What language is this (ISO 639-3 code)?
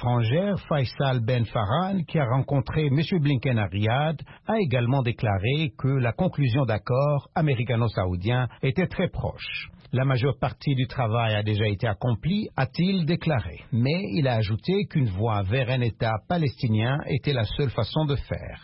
fra